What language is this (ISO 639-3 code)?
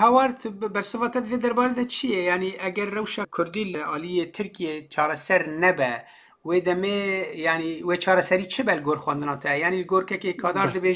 kur